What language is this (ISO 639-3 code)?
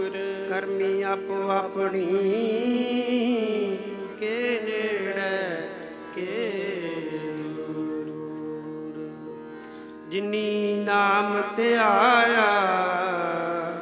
pan